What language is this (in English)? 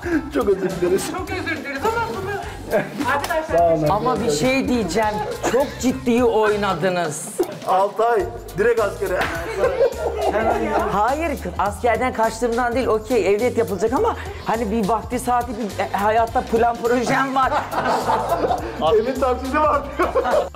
Turkish